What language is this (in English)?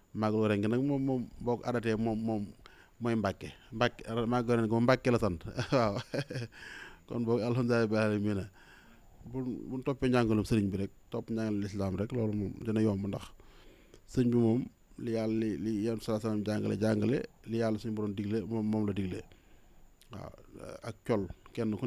Wolof